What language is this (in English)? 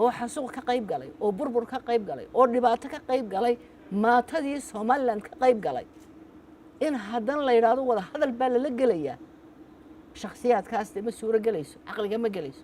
Somali